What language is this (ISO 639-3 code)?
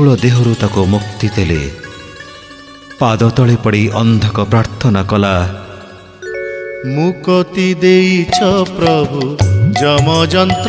ori